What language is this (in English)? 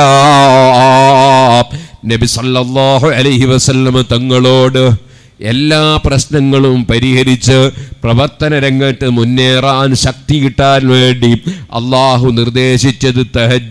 Malayalam